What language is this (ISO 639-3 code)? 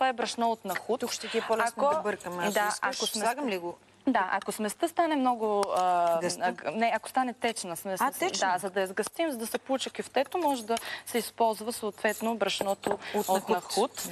bul